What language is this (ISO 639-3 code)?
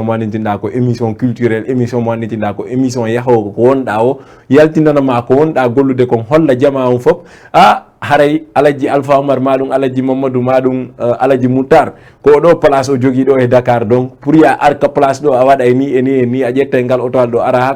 ful